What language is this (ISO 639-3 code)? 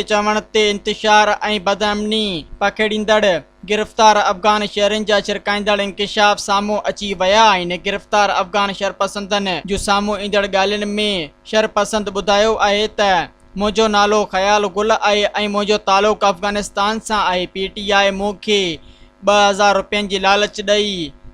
snd